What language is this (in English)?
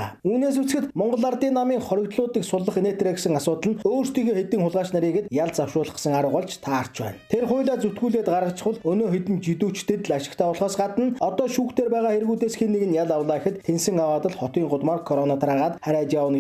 Mongolian